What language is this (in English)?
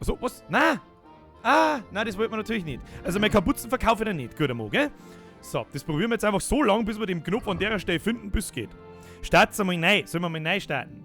Bavarian